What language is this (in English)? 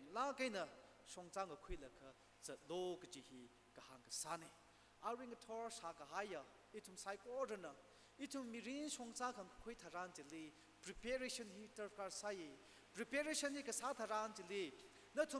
Tangkhul Naga (India)